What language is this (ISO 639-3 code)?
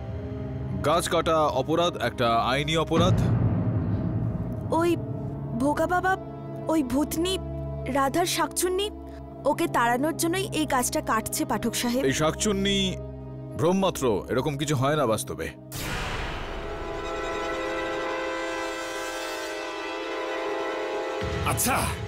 ben